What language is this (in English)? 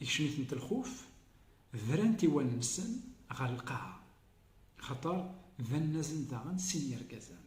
Kabyle